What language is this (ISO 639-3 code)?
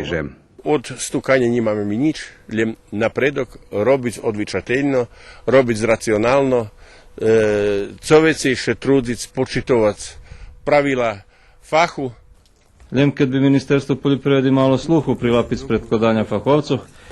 rue